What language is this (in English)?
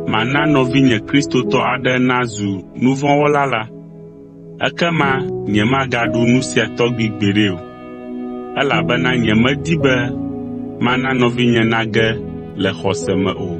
Ewe